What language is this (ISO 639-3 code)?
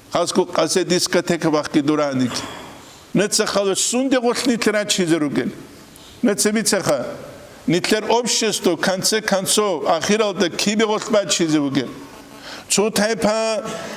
ava